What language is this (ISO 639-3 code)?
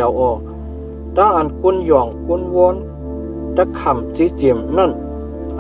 shn